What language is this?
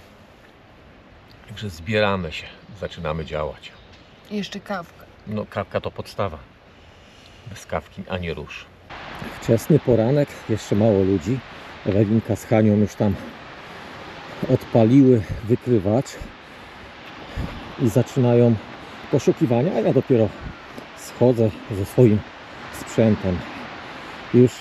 Polish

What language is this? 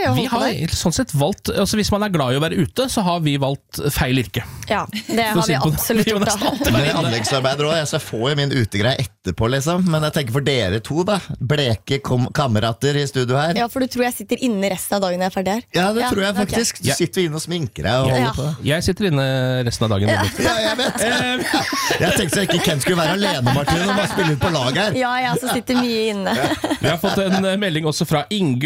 Norwegian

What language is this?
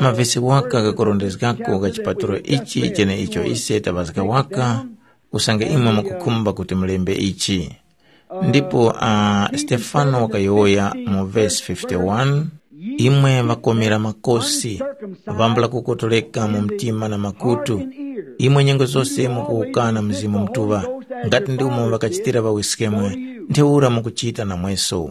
Tumbuka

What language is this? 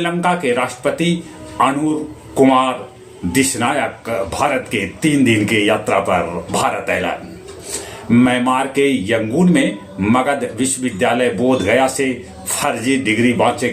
Magahi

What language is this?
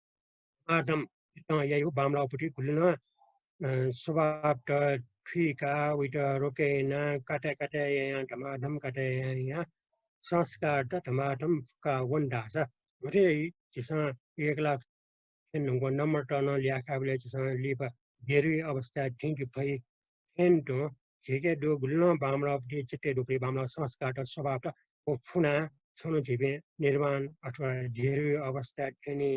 Newari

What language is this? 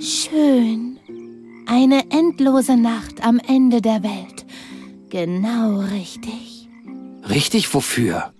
Bavarian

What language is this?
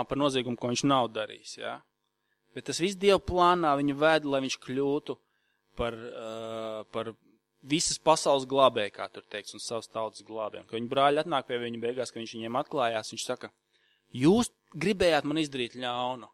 Latvian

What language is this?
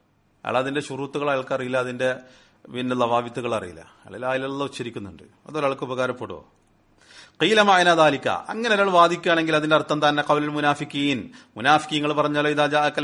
Malayalam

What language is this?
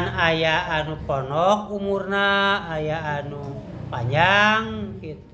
Sundanese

